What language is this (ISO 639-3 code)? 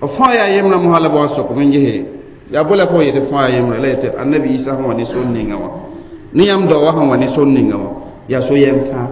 mos